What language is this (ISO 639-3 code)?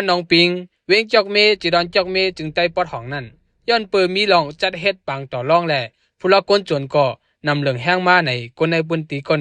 shn